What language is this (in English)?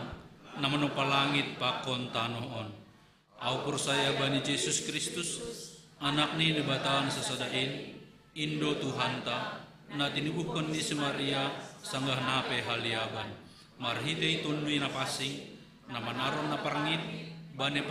Batak Simalungun